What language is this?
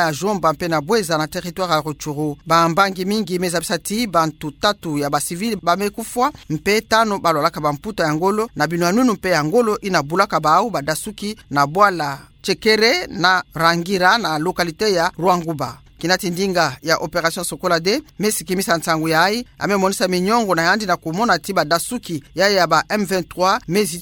Kituba (Democratic Republic of Congo)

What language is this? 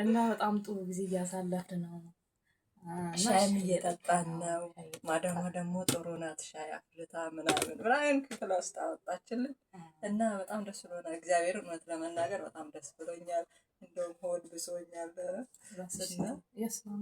Amharic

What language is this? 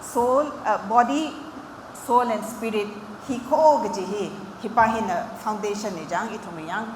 Tangkhul Naga (India)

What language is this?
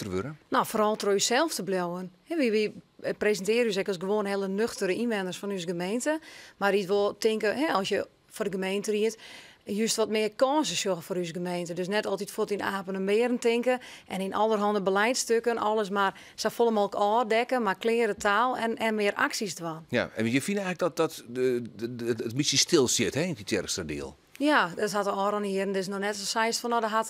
Western Frisian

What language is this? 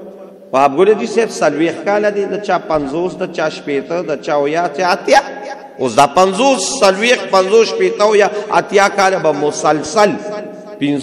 Pashto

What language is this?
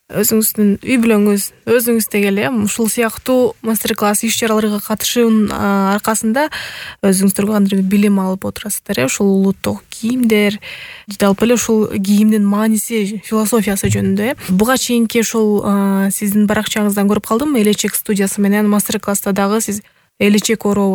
Kyrgyz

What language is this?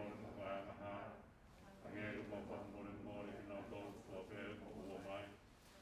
Tongan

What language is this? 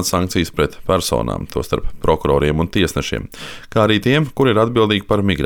Latvian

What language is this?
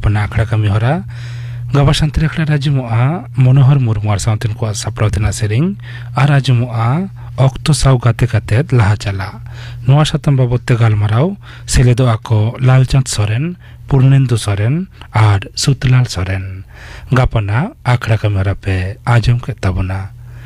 Santali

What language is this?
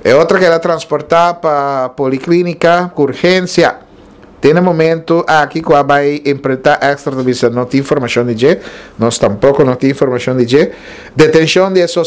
Papiamento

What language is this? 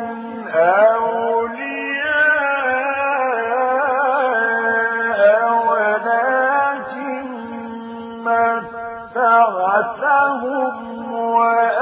Arabic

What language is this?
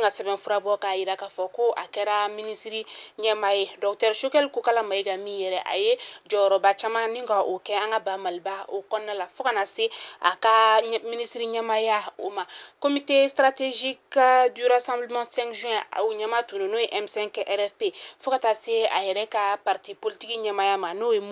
Bambara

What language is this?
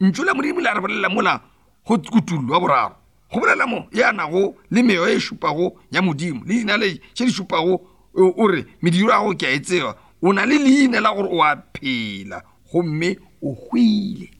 Northern Sotho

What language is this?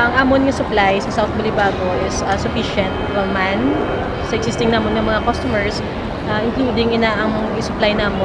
Hiligaynon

